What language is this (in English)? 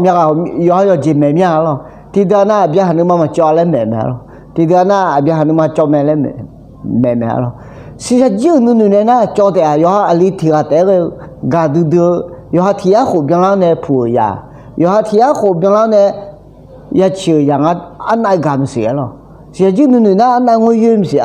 Akha